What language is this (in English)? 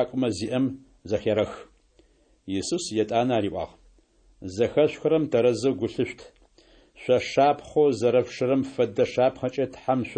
Adyghe